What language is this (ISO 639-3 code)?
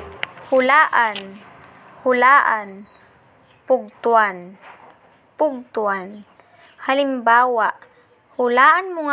ilo